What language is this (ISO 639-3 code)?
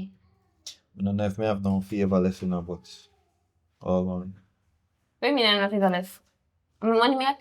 jam